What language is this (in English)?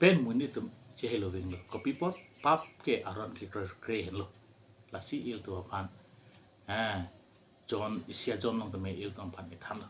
Karbi